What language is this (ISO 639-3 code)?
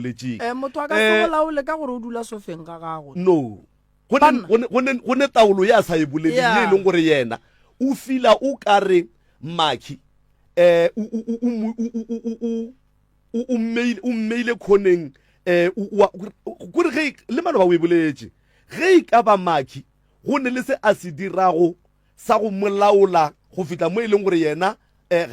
nso